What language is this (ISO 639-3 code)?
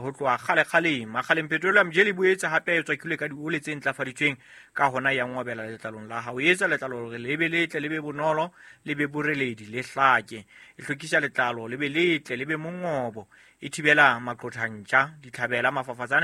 sot